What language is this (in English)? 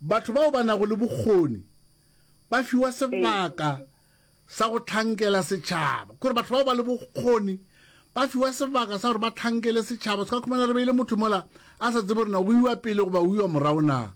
Northern Sotho